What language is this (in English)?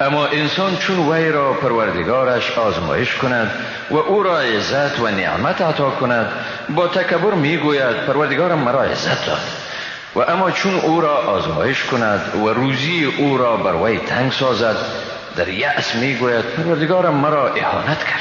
Persian